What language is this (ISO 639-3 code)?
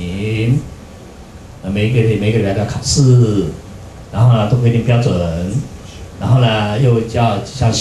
zho